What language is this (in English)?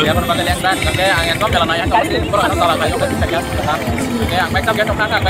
Kok Borok